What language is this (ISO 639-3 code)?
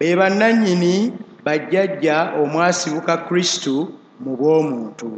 lug